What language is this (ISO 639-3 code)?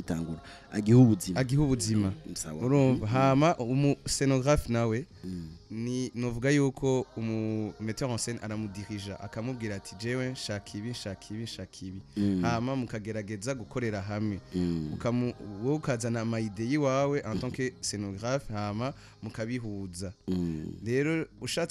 run